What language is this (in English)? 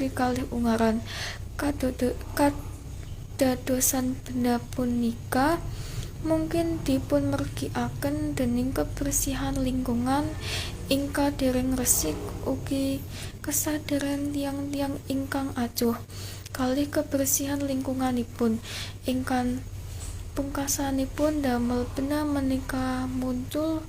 Javanese